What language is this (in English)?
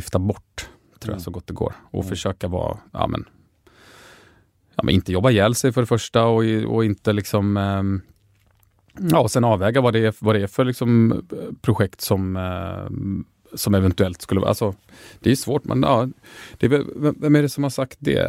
Swedish